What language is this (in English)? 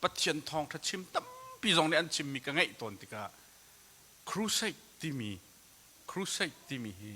Hakha Chin